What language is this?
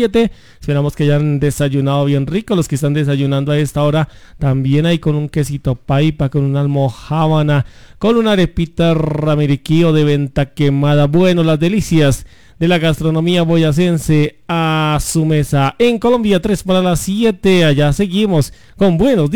Spanish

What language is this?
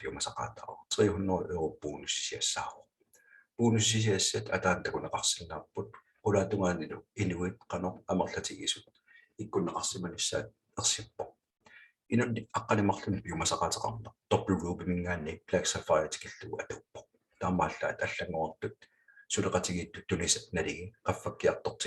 Kalaallisut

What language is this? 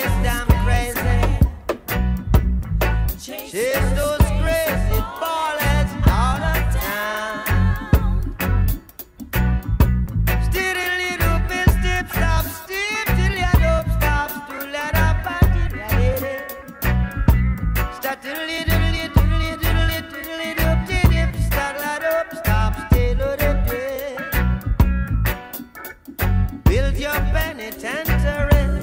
English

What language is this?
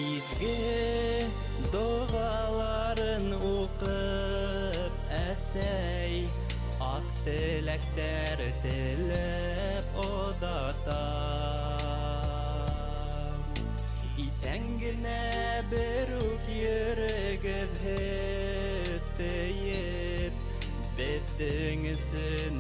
Bashkir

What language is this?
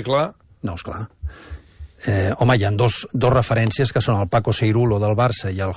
Catalan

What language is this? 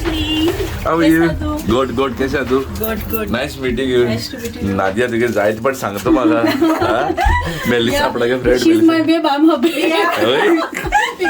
Konkani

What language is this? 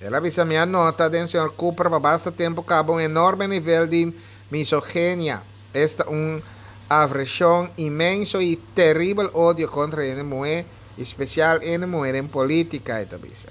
Papiamento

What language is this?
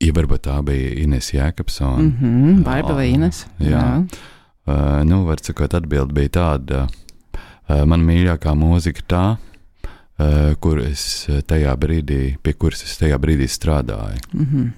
Latvian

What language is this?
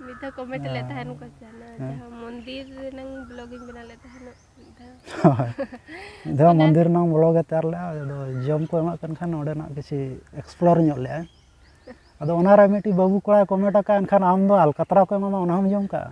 Santali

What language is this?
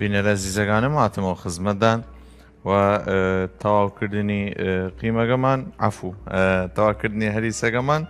Southern Kurdish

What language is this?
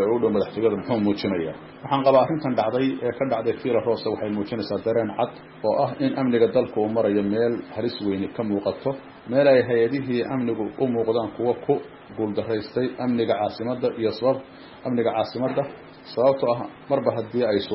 Somali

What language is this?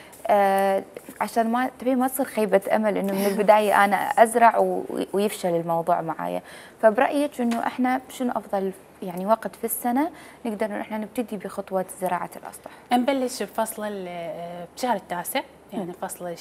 Mesopotamian Arabic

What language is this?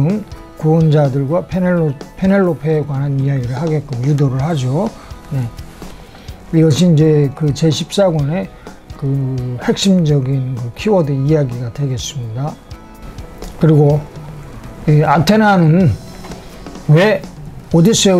Korean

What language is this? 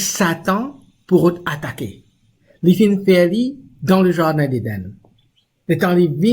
Morisyen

